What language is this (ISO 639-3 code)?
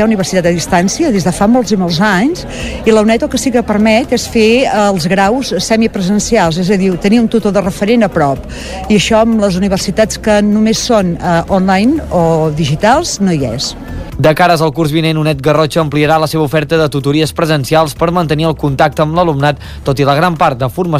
cat